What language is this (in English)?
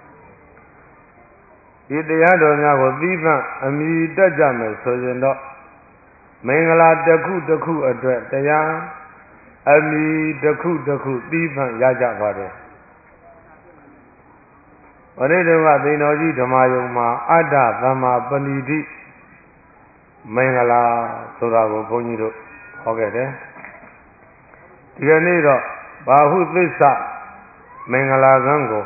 Burmese